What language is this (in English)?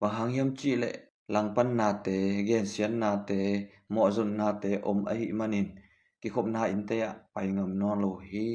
Tedim Chin